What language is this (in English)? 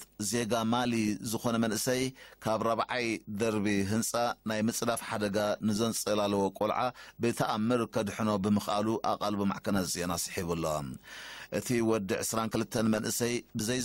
Tigrinya